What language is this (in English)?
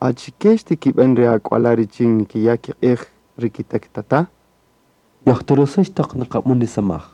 Kaqchikel